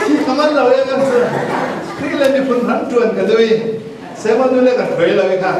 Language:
Falam Chin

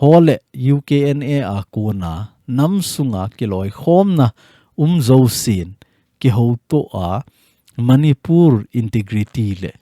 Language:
Thado Chin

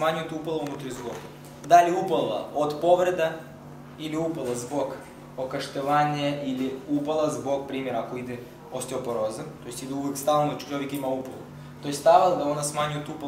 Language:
Serbian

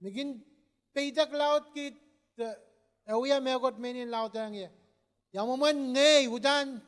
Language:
Pohnpeian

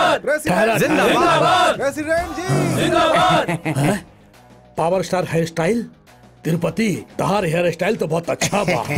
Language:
Bhojpuri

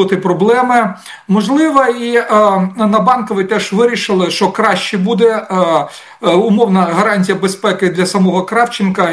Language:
Ukrainian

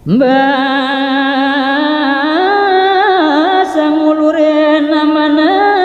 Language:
Balinese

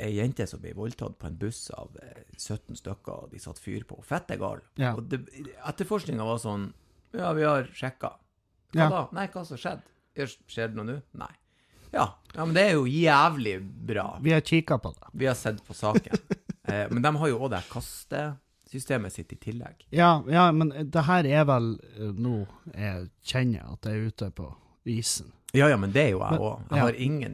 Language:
Norwegian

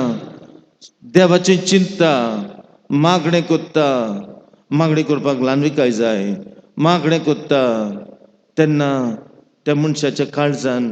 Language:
Konkani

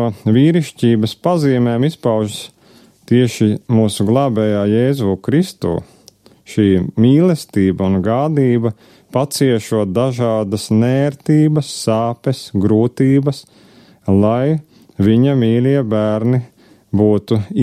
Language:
Latvian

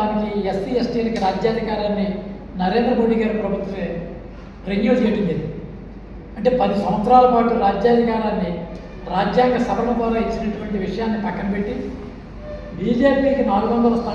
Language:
Telugu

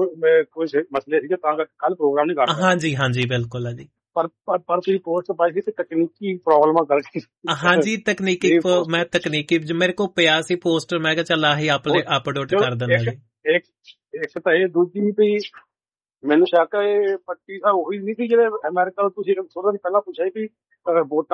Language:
Punjabi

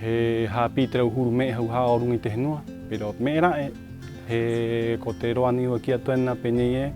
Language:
Rapanui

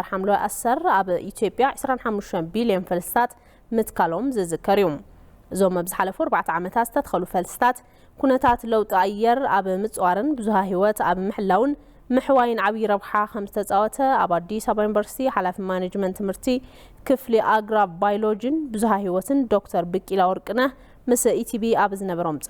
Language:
Tigrinya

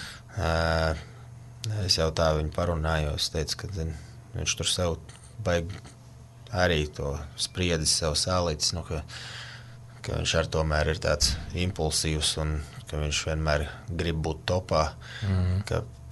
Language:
Latvian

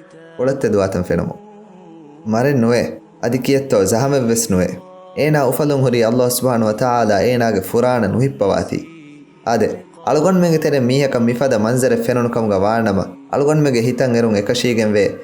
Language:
Divehi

